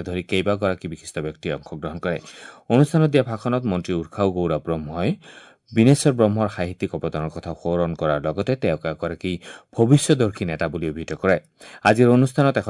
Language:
Assamese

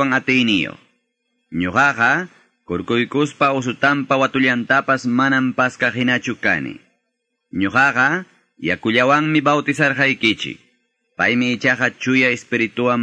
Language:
Quechua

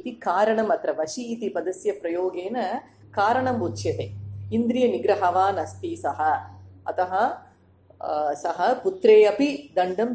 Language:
Sanskrit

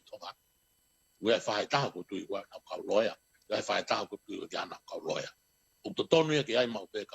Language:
Tongan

